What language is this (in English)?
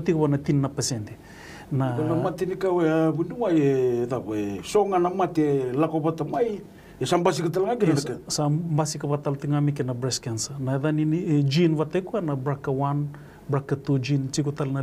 Fijian